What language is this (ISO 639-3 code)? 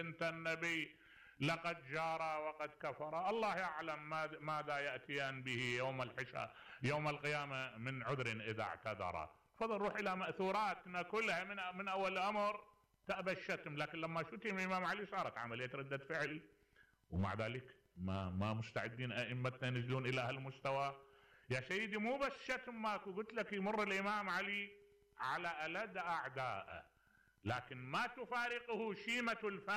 acm